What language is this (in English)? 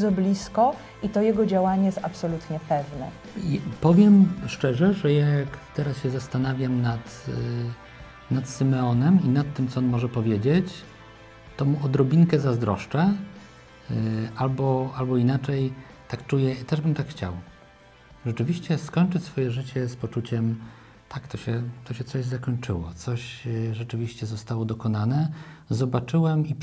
Polish